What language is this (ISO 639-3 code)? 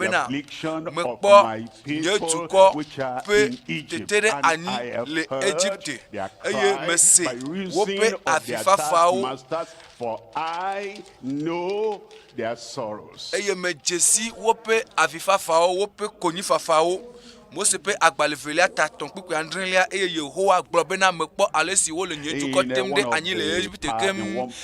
ewe